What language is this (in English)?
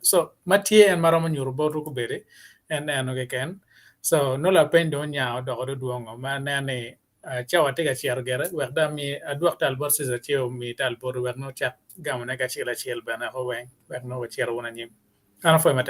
Acoli